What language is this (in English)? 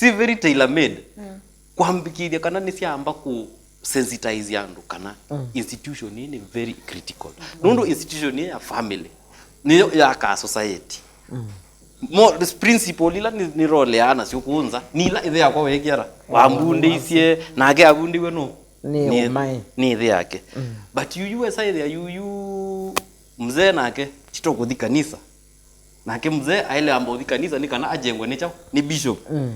Kamba